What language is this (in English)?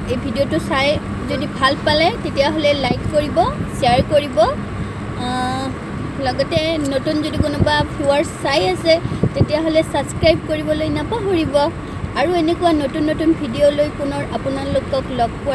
Assamese